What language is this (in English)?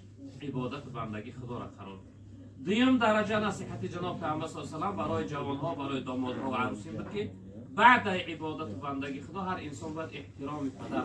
Tajik